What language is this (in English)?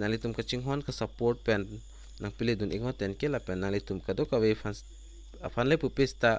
Karbi